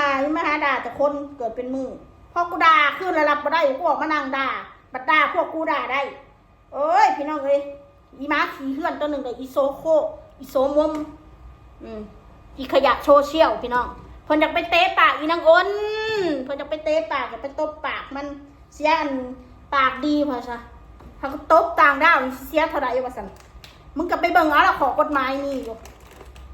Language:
Northeastern Thai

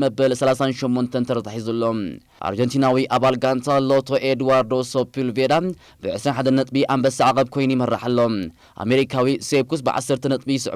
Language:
Tigrinya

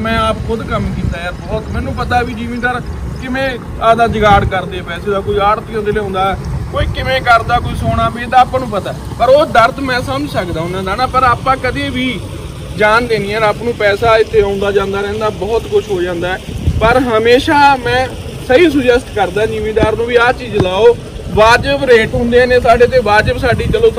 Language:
Punjabi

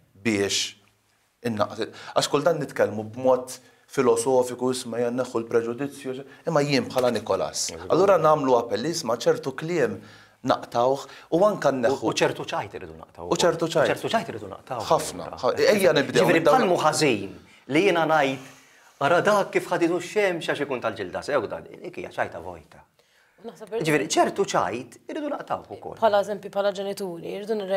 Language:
Maltese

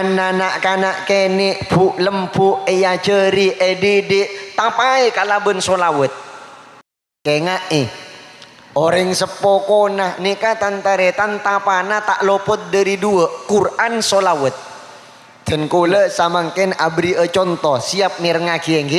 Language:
Madurese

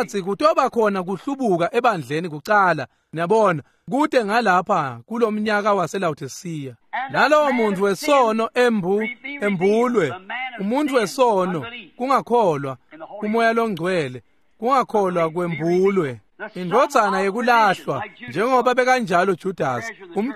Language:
Swati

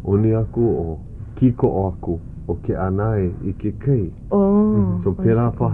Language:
Hawaiian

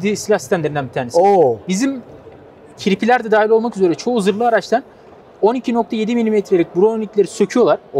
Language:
Turkish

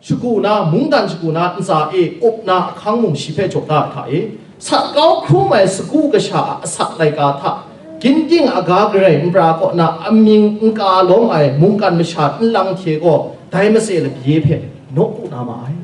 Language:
Kachin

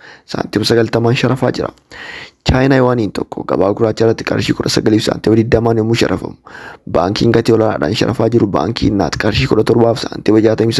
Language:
Oromo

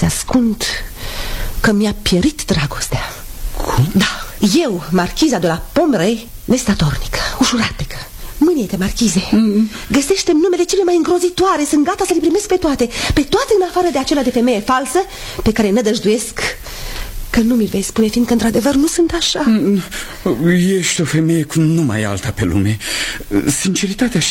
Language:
Romanian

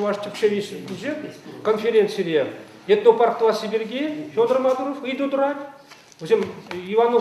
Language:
Chuvash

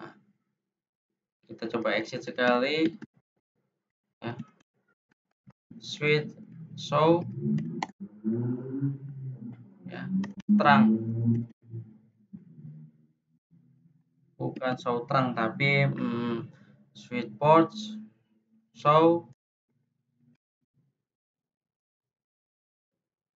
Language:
Indonesian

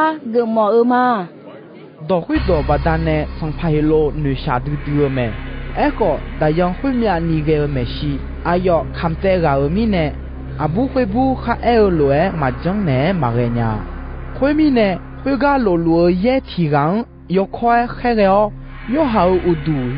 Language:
Akha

